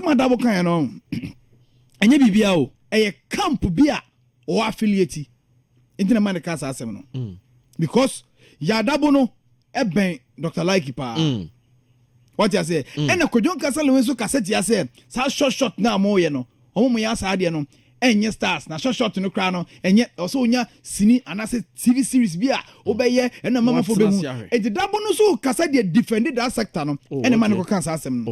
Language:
Akan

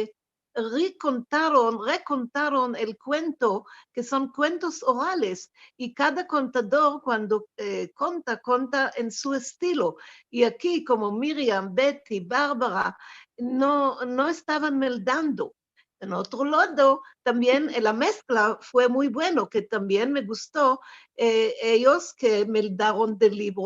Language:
Ladino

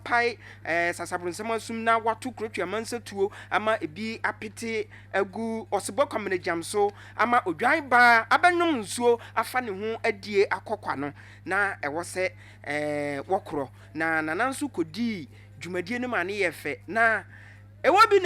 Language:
Akan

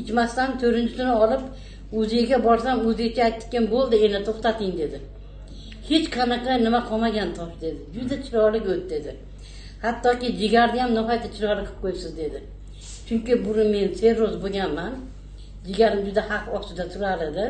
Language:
Uzbek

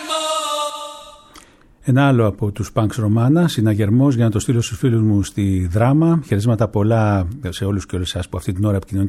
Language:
Greek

